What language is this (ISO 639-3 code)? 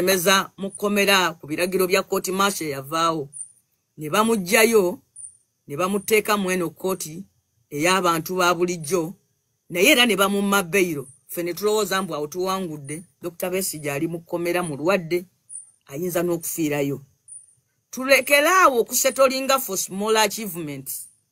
lug